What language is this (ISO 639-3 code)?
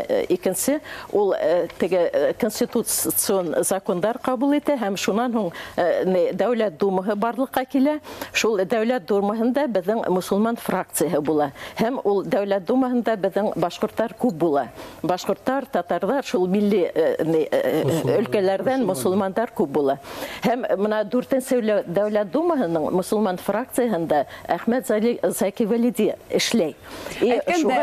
bak